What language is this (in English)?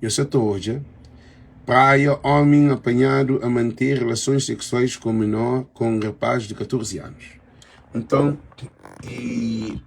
Kabuverdianu